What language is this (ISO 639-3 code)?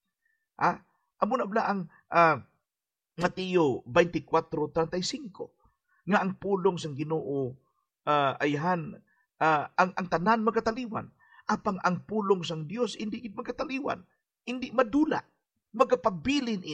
hil